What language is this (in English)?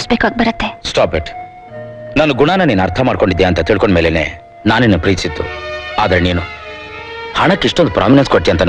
Kannada